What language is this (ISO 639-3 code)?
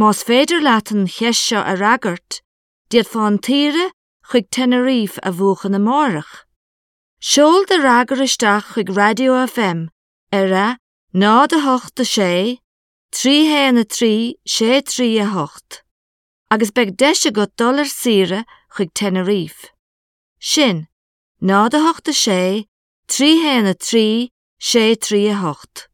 gle